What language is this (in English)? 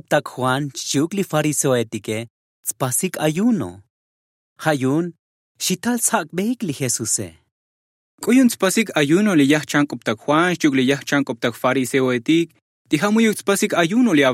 Tzotzil